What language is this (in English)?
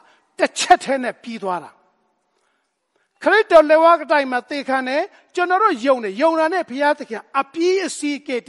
Burmese